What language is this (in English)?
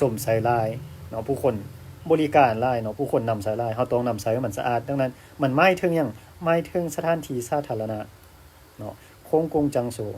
Lao